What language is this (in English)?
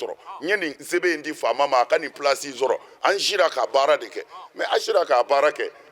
Bambara